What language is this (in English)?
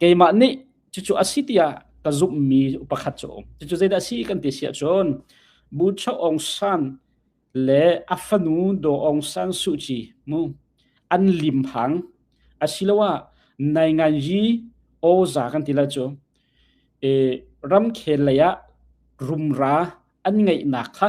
Hakha Chin